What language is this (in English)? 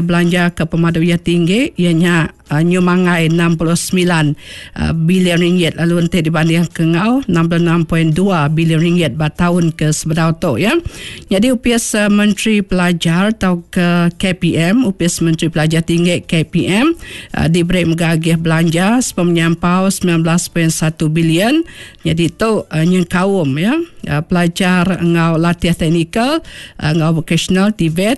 Iban